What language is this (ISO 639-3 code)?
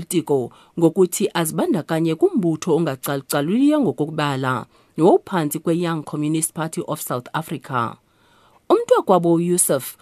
xho